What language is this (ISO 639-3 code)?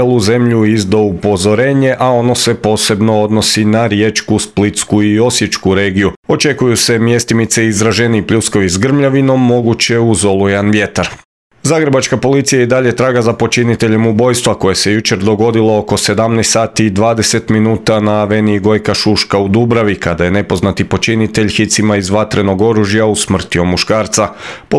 hrv